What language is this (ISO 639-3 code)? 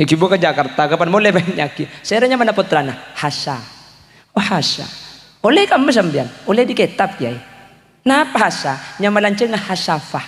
mad